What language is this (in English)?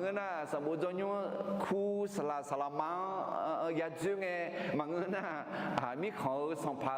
Akha